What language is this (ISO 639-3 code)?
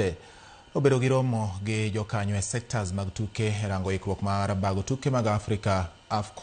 luo